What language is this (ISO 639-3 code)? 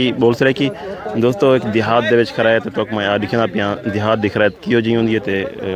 skr